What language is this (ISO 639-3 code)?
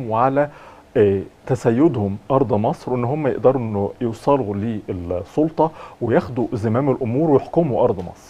arz